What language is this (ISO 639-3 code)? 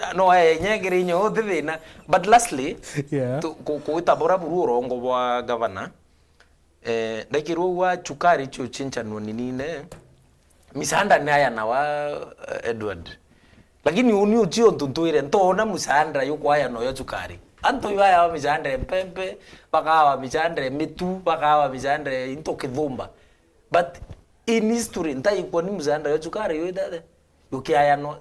mer